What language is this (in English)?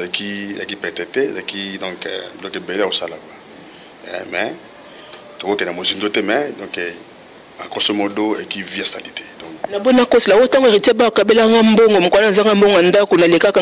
Lingala